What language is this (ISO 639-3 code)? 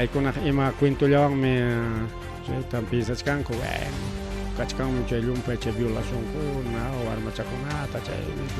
quy